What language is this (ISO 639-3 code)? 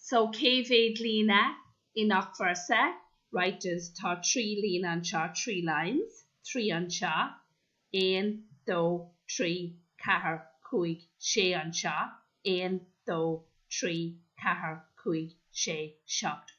gle